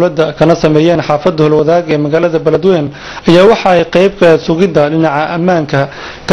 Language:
Somali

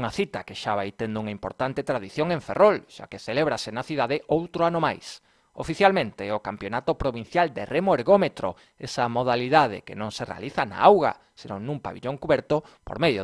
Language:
Galician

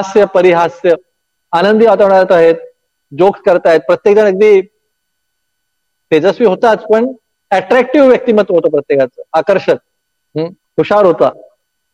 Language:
Marathi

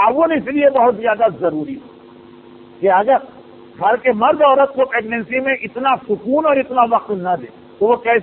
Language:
Urdu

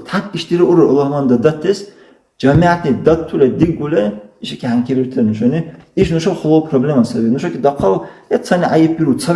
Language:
Dargwa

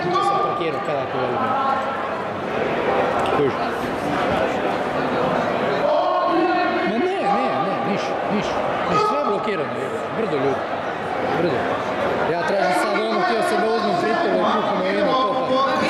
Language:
Croatian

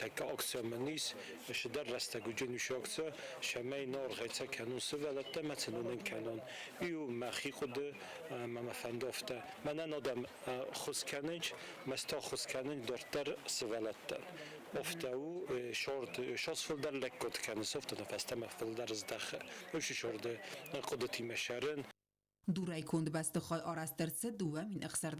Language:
Ossetic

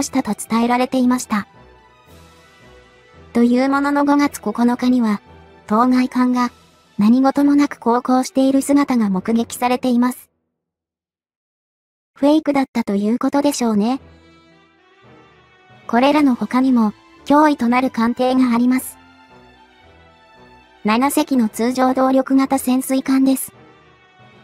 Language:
Japanese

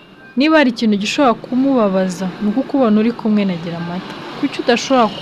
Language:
Kinyarwanda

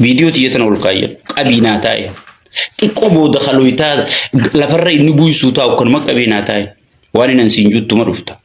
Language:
Oromo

